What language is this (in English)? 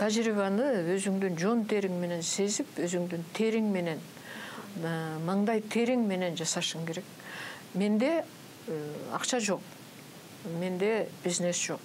Kyrgyz